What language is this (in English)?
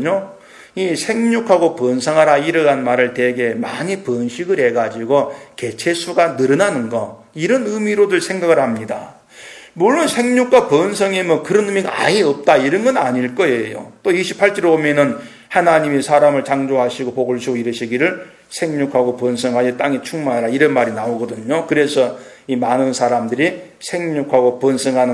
Korean